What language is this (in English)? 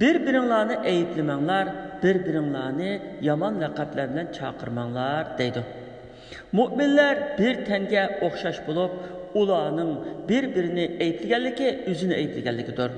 Uyghur